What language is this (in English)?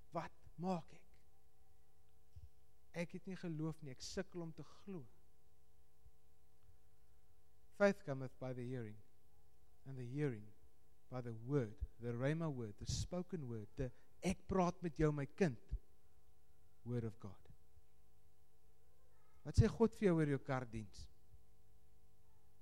Afrikaans